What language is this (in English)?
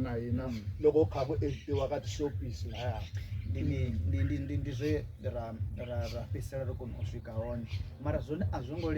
Venda